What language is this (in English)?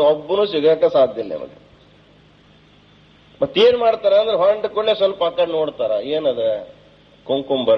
Kannada